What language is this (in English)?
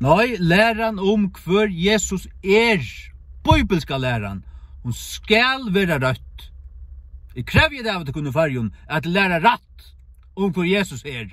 Faroese